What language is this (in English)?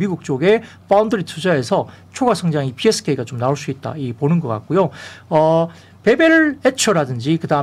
Korean